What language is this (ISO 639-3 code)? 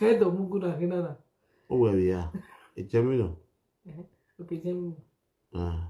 pcm